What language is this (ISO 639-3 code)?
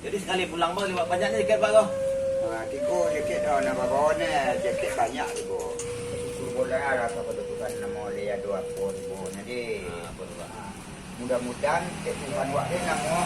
min